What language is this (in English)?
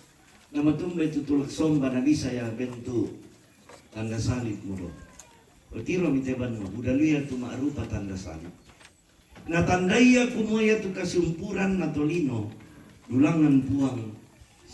Toraja-Sa'dan